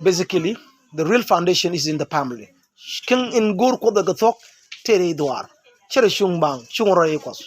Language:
Nuer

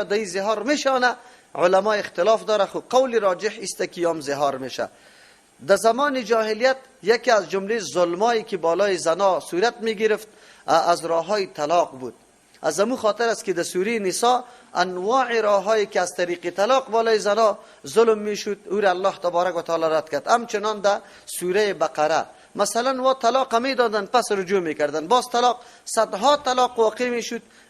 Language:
Persian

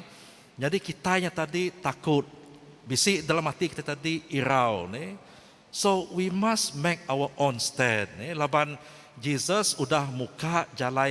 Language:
Iban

